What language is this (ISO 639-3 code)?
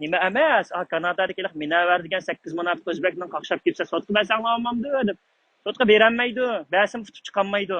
uig